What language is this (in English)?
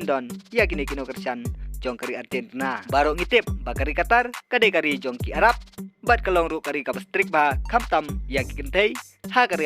Khasi